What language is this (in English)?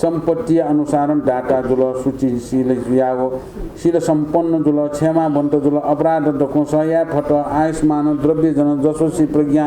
Newari